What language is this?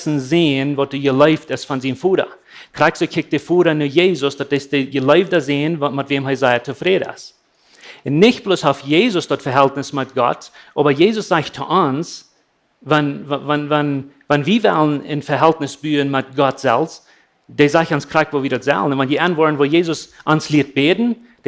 Plautdietsch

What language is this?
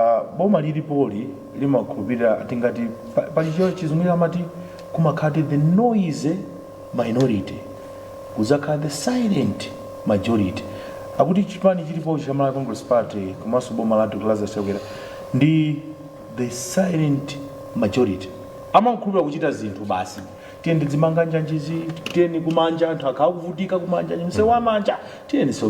Nyanja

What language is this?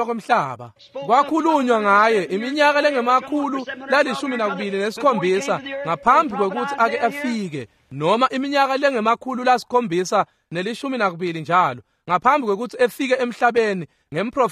Swati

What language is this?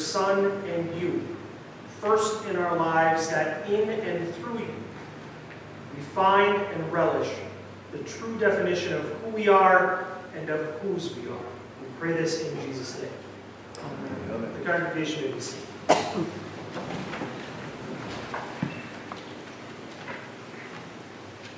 English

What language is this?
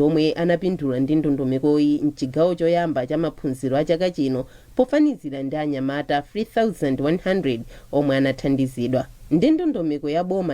Nyanja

